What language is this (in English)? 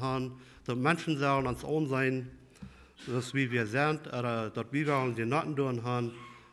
Plautdietsch